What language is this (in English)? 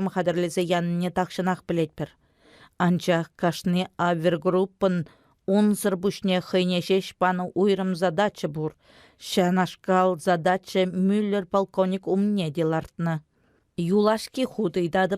Chuvash